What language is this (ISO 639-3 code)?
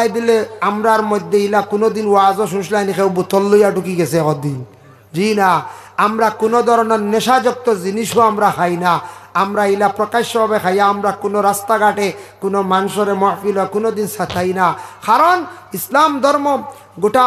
syl